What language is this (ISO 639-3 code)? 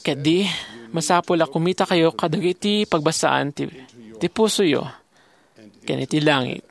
ilo